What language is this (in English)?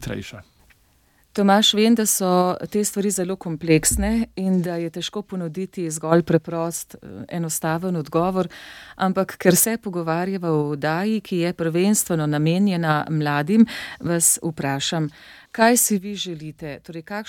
Slovenian